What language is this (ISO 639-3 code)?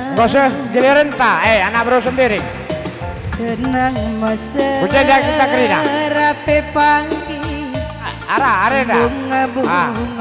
btx